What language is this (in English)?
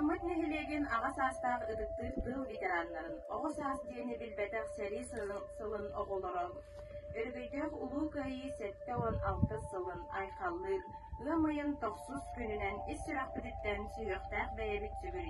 Yakut